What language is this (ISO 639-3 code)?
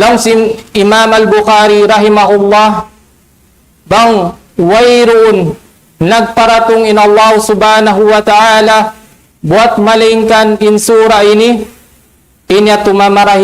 tsg